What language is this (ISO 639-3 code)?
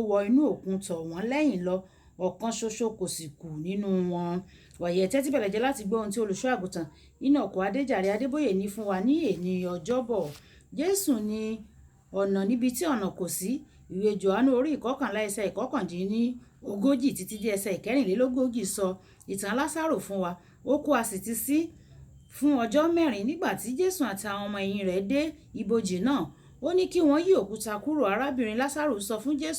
yor